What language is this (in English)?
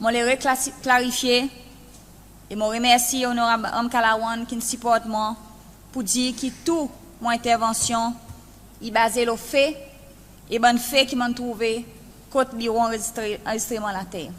Seselwa Creole French